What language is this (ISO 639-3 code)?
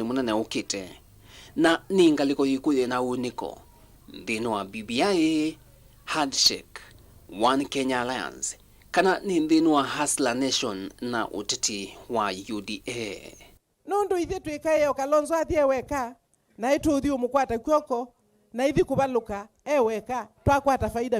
kam